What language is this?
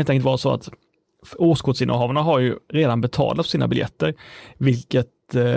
Swedish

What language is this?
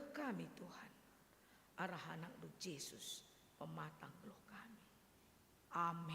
Batak Karo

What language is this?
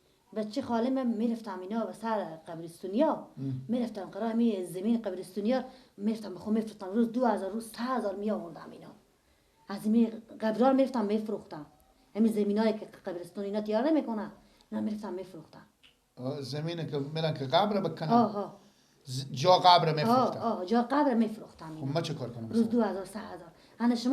Persian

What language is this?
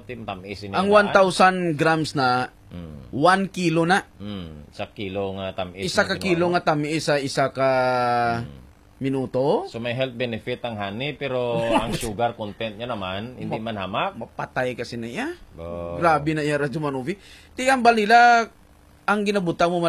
Hiligaynon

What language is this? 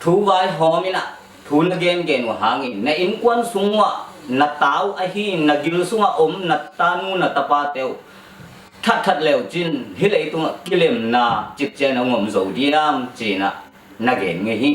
Tedim Chin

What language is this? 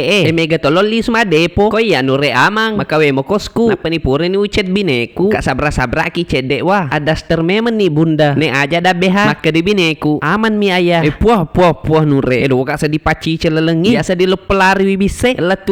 Buginese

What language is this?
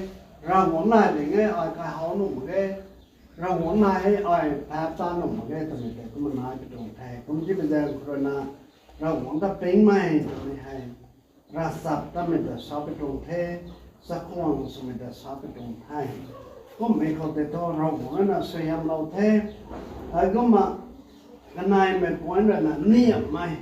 Rongmei Naga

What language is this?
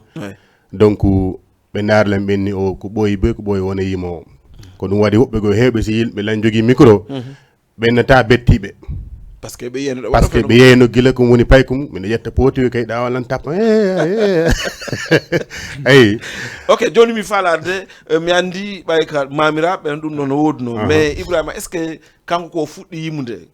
Fula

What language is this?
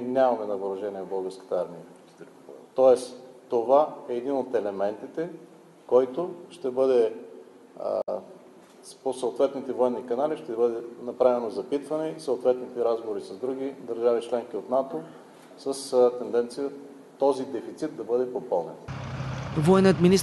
Bulgarian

